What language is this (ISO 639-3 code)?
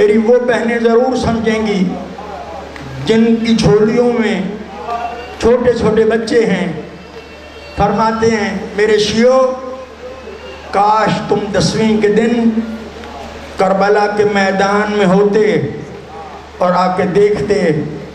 urd